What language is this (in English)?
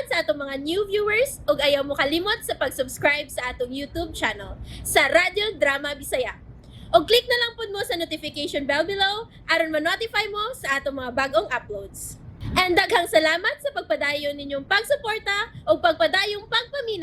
Cebuano